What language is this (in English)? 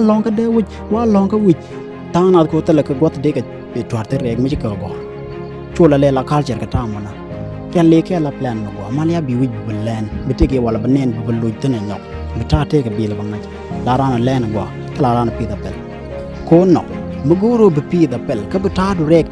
Nuer